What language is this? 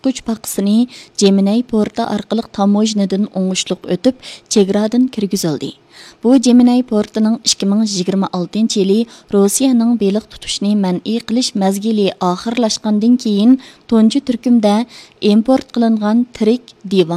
Uyghur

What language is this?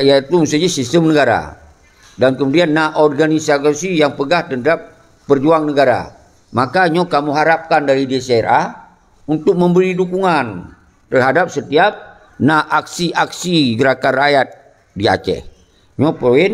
Achinese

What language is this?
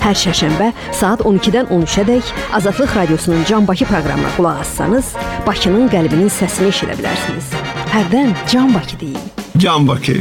Azerbaijani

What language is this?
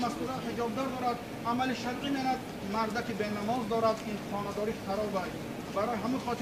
Tajik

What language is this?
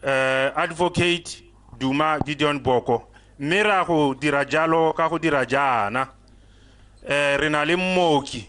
Tswana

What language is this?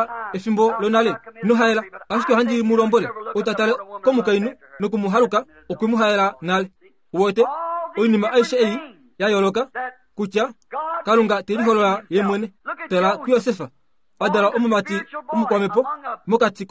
Kuanyama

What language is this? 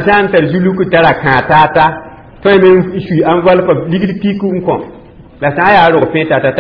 Mossi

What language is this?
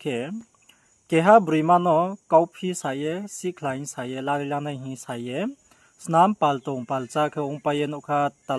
Riang (India)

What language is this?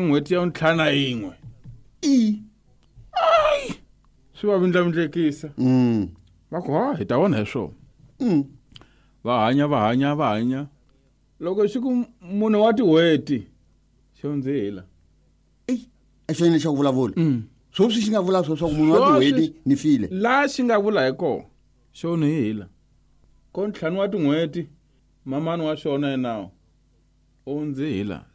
Tsonga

